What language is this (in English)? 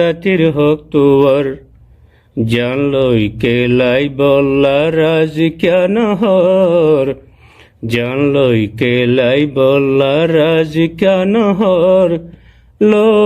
Rohingya